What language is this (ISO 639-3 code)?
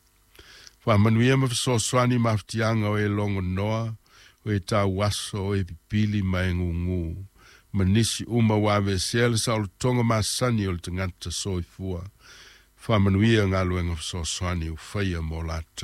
smo